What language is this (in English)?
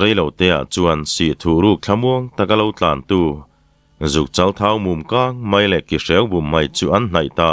Mizo